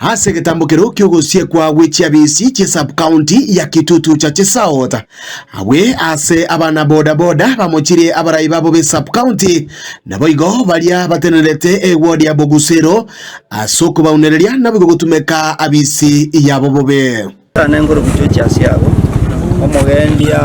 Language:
Gusii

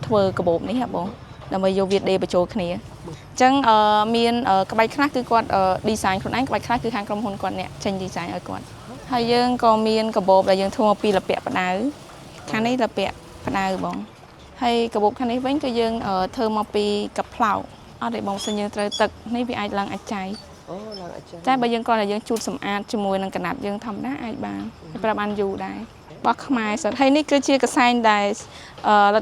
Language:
Khmer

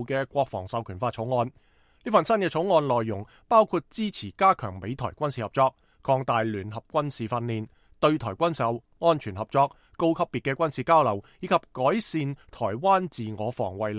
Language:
Cantonese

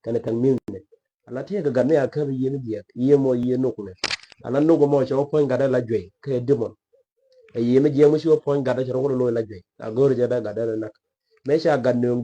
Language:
Nuer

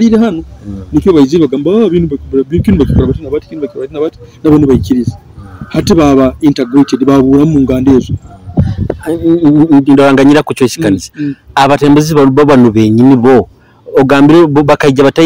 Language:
Nyoro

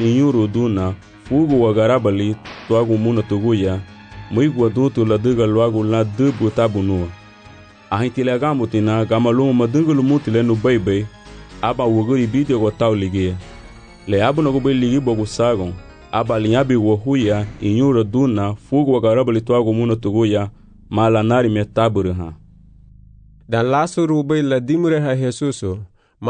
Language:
Garifuna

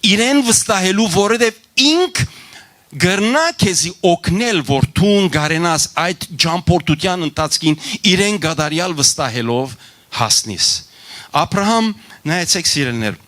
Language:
Western Armenian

